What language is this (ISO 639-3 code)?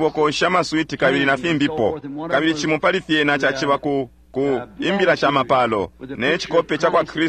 bem